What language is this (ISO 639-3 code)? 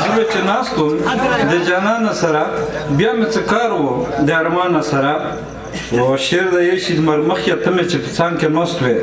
pus